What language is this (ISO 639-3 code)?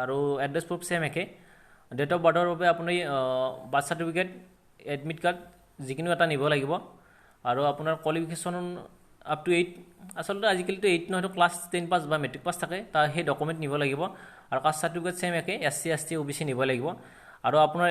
asm